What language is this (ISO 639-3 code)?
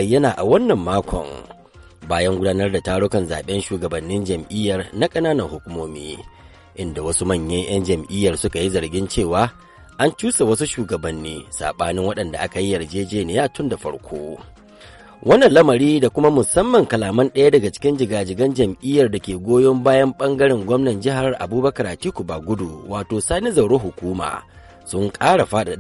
hau